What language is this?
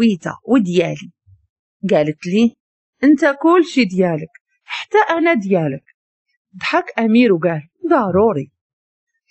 Moroccan Arabic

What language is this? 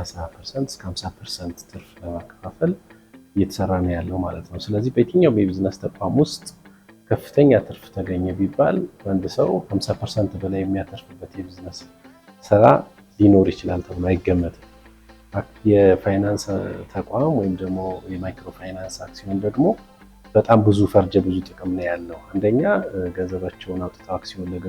Amharic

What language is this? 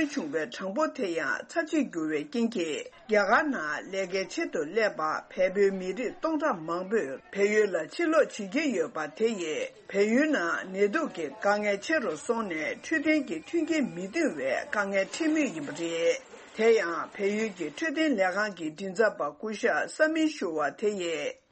Tibetan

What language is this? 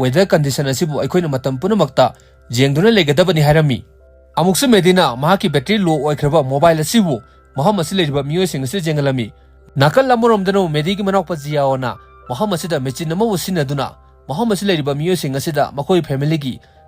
Manipuri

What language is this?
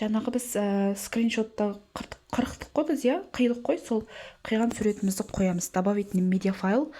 Kazakh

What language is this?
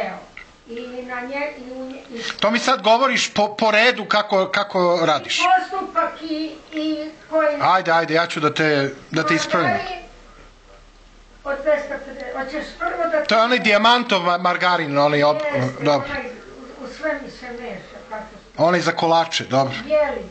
Serbian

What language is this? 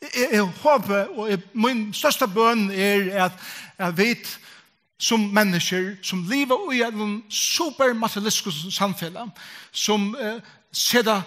Faroese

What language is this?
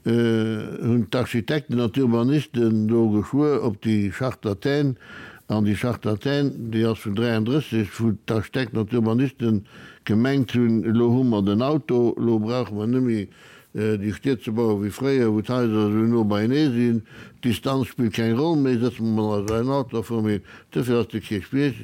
Luxembourgish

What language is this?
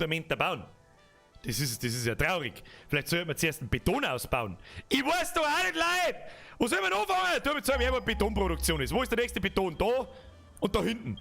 Bavarian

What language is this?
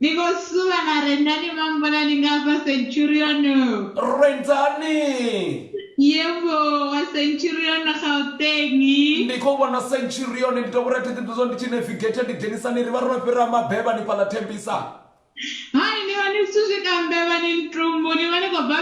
Venda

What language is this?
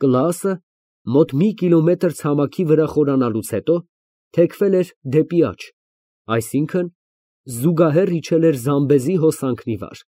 Armenian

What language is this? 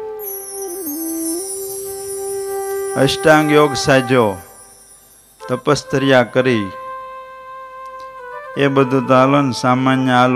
Gujarati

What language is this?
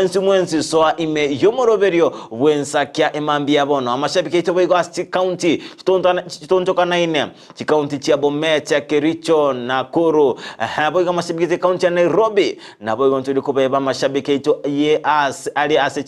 Gusii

